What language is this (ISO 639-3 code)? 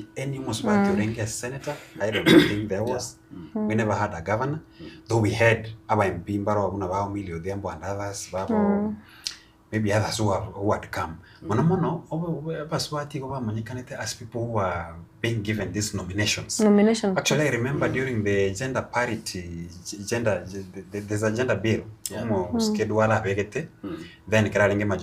guz